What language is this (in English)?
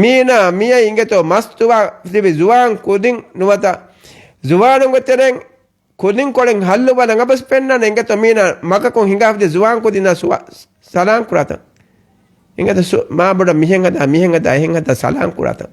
Divehi